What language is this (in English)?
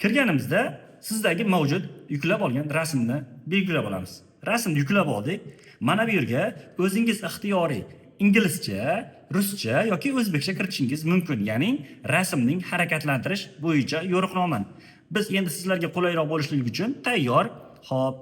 Uzbek